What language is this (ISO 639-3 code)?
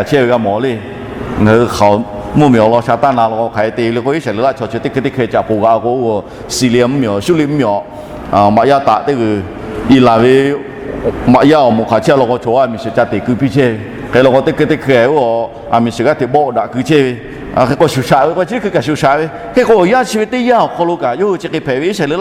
lhu